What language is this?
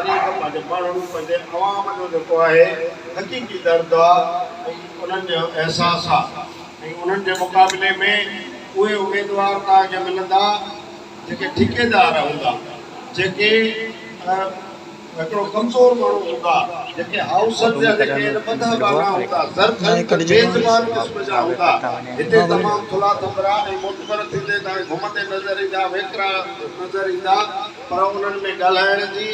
Sindhi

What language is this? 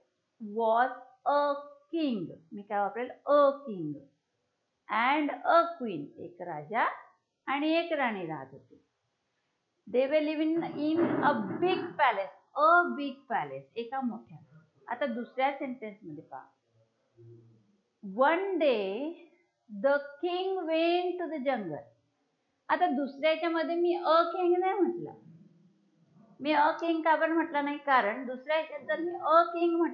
Marathi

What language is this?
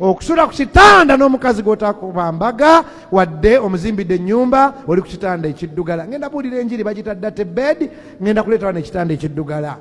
Ganda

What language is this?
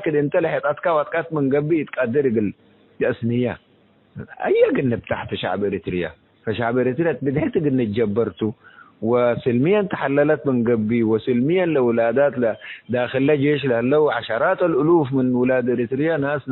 Tigre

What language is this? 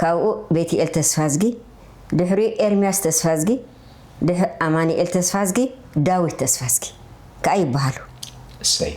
Tigrinya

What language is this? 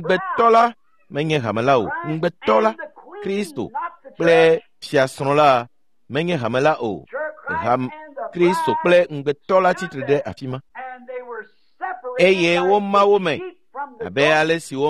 Ewe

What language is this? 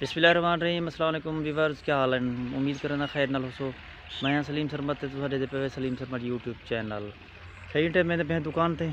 Saraiki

